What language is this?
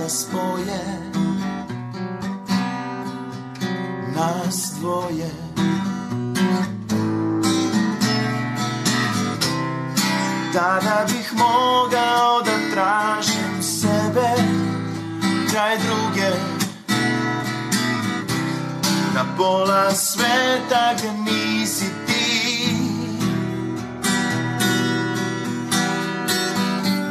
Serbian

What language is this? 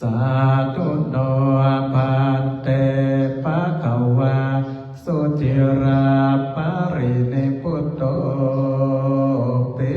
Pali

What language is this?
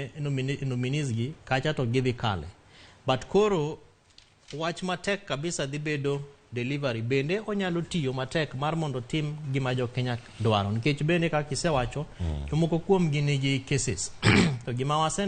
Luo (Kenya and Tanzania)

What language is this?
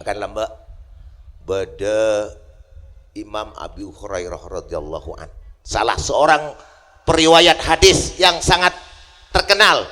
Madurese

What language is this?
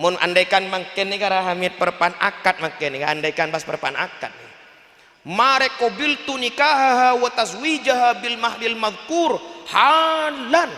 Madurese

